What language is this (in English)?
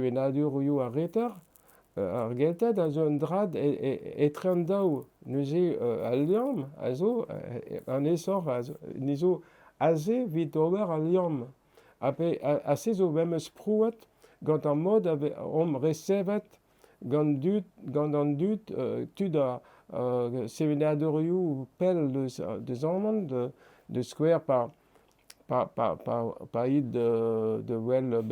Breton